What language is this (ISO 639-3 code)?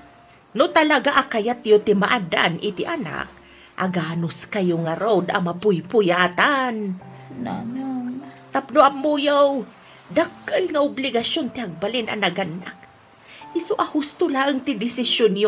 ilo